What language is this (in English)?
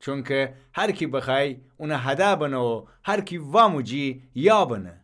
Gilaki